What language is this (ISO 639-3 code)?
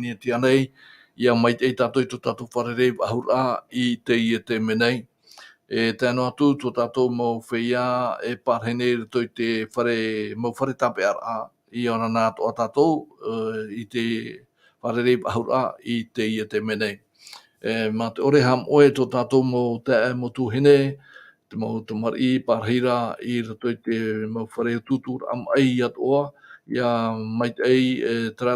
tah